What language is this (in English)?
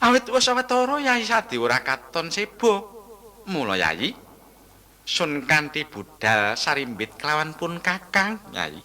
Javanese